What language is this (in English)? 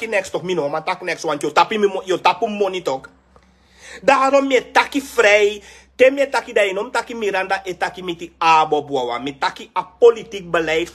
Sranan Tongo